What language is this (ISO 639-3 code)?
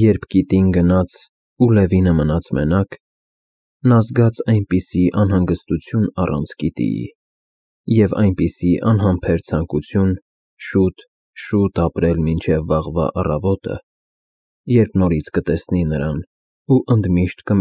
hye